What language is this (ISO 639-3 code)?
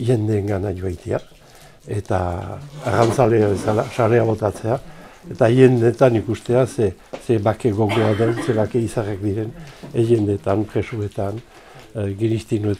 eus